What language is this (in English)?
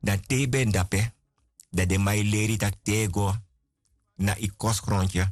Sranan Tongo